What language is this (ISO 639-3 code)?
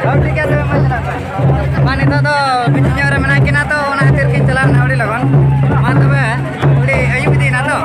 sat